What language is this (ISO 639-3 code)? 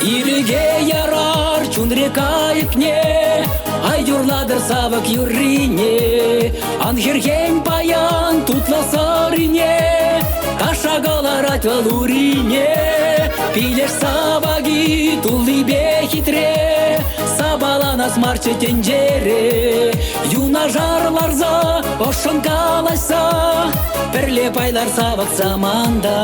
chv